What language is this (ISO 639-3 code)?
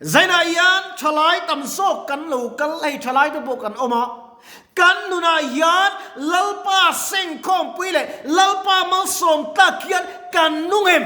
lus